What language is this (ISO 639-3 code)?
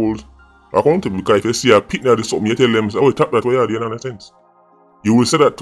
jam